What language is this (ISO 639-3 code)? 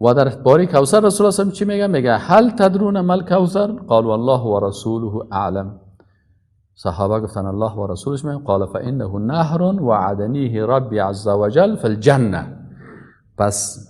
fas